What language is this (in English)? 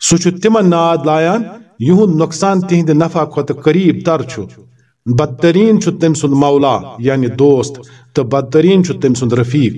Kashmiri